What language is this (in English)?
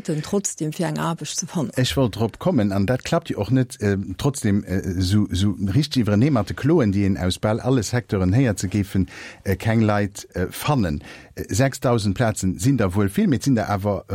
Luxembourgish